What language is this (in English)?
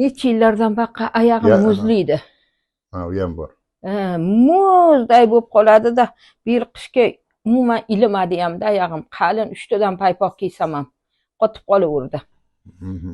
Uzbek